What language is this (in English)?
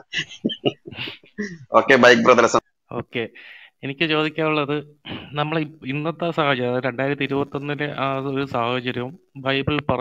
Malayalam